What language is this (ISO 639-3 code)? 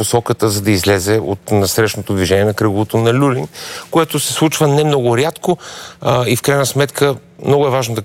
bul